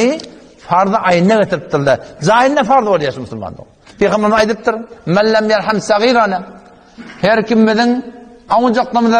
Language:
Turkmen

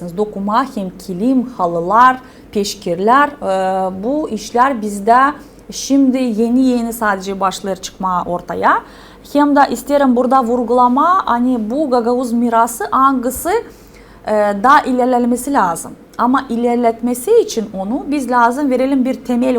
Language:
Gagauz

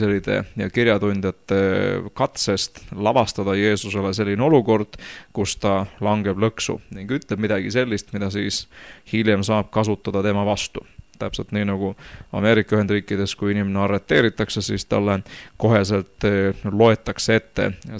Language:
Estonian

